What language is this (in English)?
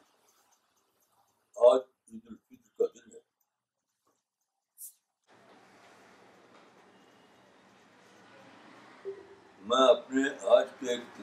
Urdu